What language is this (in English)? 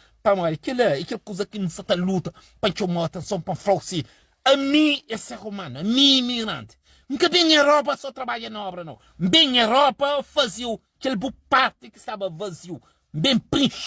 Kabuverdianu